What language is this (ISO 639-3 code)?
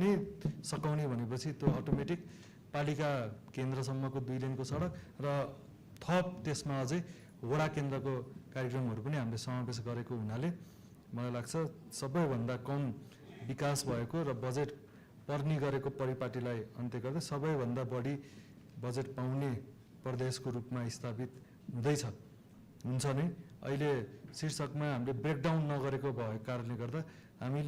nep